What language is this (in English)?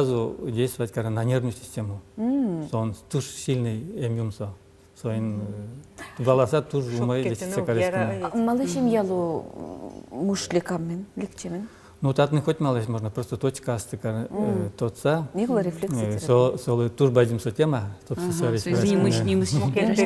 Udmurt